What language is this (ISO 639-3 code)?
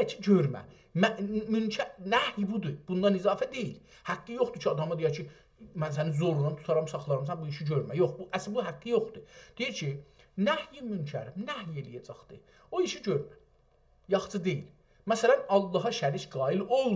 azb